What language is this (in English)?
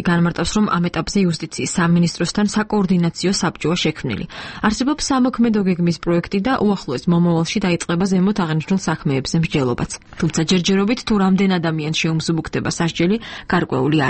Georgian